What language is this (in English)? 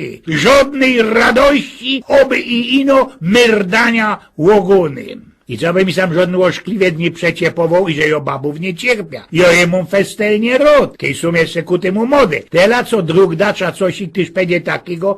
Silesian